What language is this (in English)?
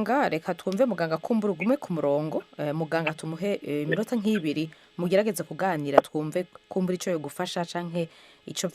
Rundi